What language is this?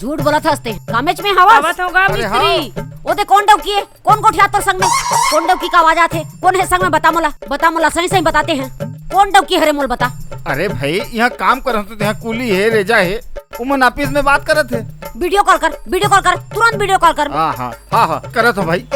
Chhattisgarhi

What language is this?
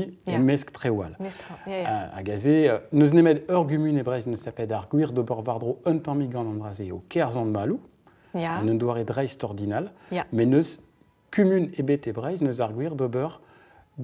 Breton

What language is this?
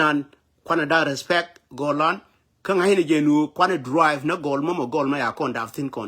Nuer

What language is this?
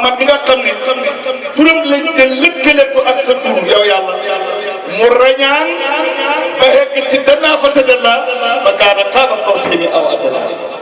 Wolof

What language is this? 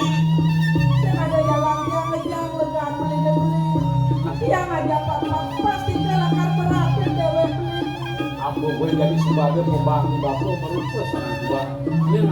Balinese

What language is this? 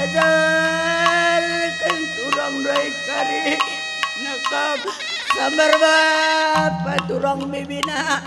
Batak Karo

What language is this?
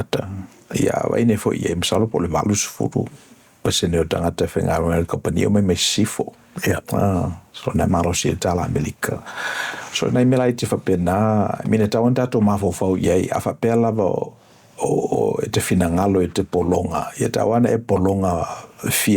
Samoan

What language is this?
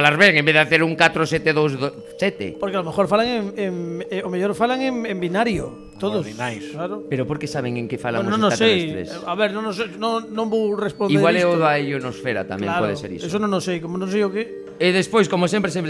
Galician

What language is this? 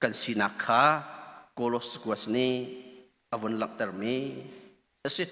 Hakha Chin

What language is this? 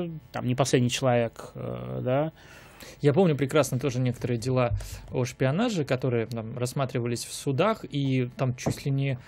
Russian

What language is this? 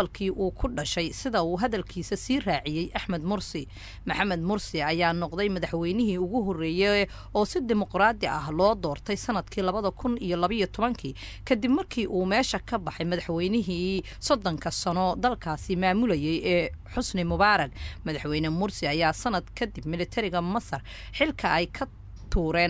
Somali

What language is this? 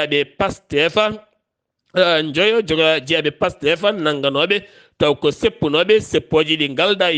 Fula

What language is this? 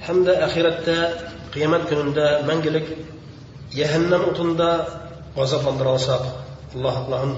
Bashkir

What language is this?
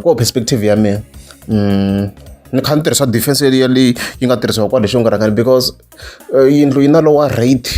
Tsonga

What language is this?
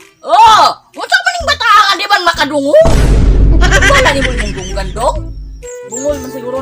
Cebuano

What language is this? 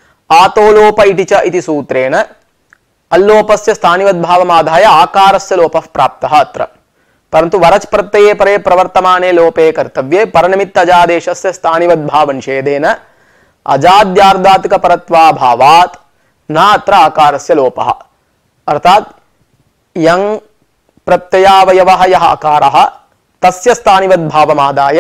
Sanskrit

